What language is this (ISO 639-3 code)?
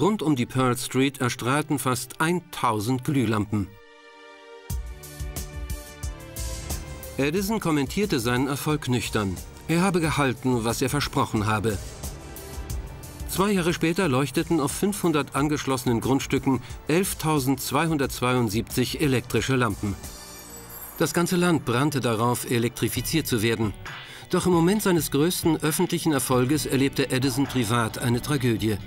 deu